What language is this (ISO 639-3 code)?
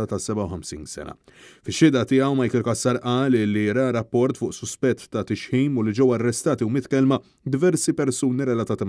mlt